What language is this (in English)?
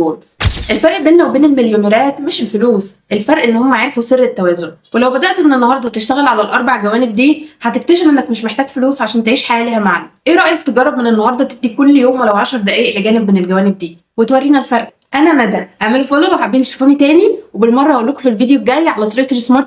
Egyptian Arabic